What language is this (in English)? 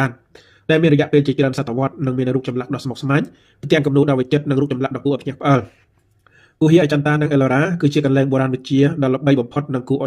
Khmer